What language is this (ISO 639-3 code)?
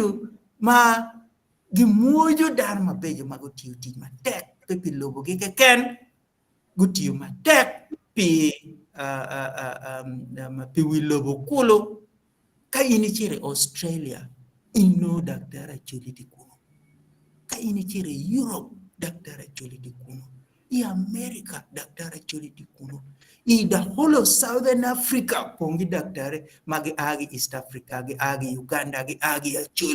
ach